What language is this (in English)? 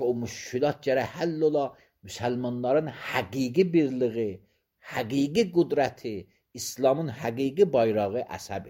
Azerbaijani